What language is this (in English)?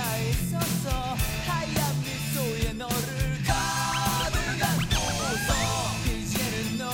Korean